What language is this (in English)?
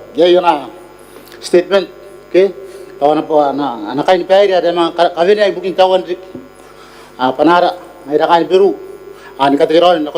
Gilbertese